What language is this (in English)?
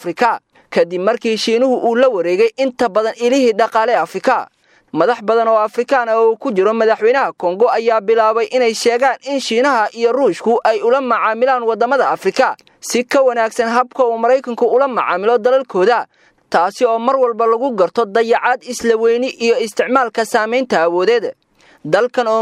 Somali